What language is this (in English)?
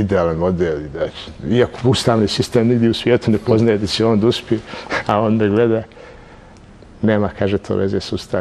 Bosnian